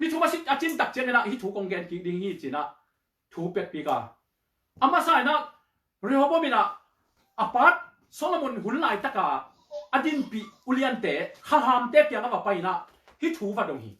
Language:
Tedim Chin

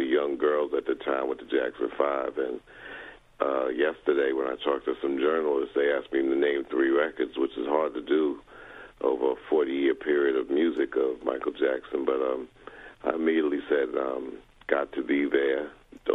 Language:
English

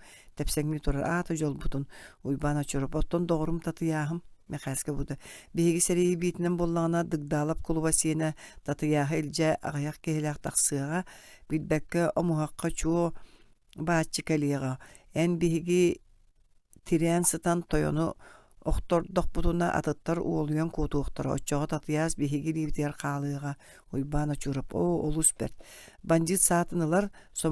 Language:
Yakut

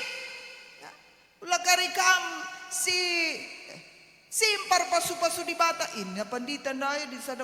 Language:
Batak Karo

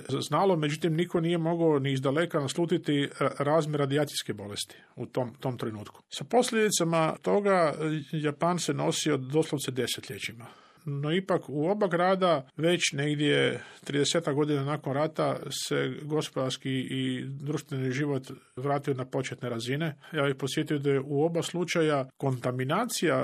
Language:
Croatian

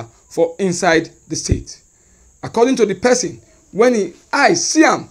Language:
Nigerian Pidgin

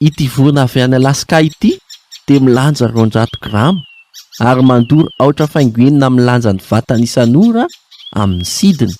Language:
Malagasy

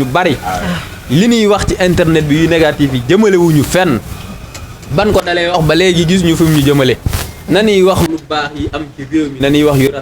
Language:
Wolof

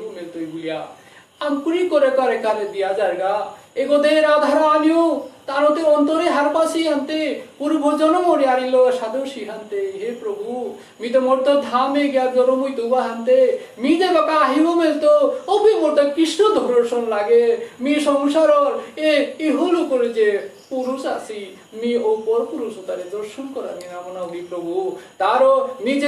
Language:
Bishnupriya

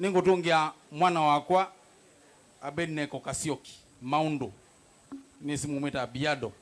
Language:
Kamba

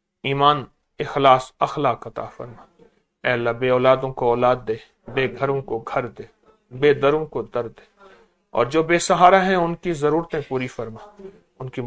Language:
Urdu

